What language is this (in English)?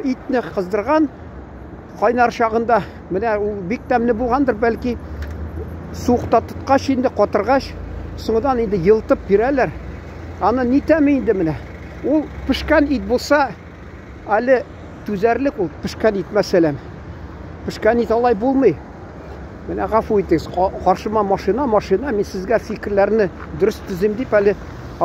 Tatar